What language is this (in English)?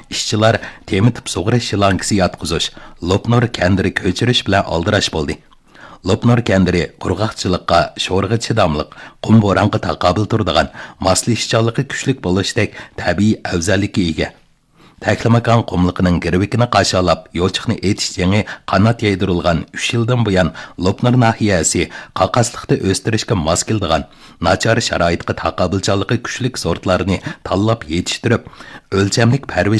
Uyghur